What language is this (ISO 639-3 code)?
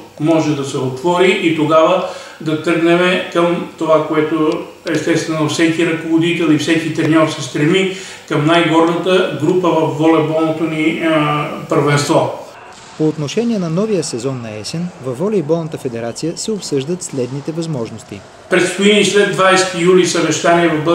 bul